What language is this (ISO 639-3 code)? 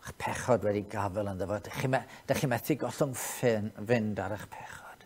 cym